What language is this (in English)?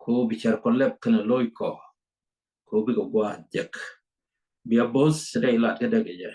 Nuer